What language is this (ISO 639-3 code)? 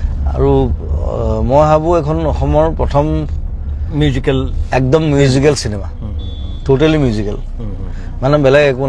asm